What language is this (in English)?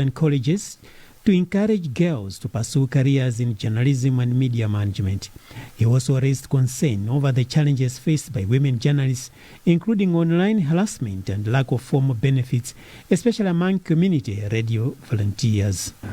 English